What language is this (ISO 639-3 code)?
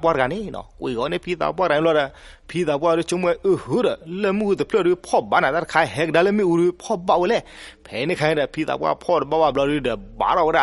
ksw